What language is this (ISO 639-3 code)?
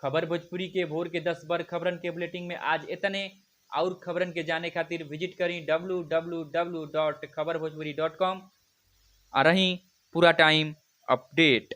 bho